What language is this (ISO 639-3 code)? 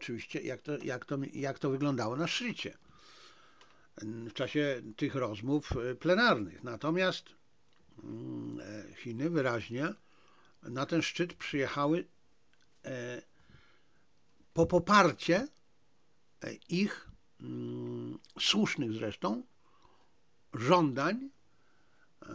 pol